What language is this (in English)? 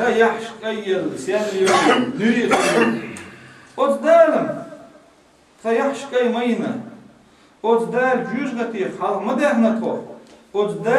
Chechen